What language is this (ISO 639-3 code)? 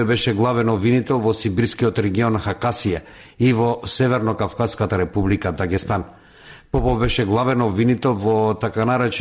mkd